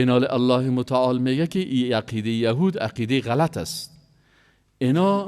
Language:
Persian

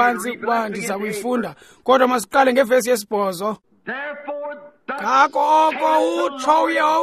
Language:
Xhosa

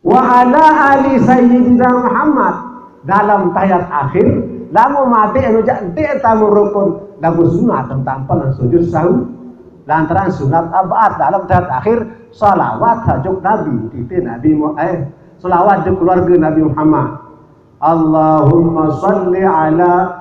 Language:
Sasak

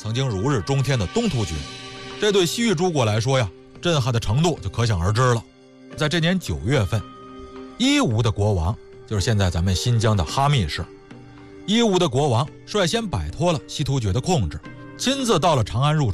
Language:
Chinese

